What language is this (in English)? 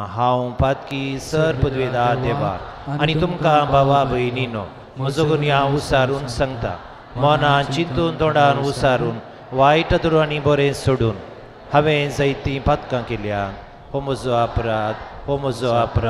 Konkani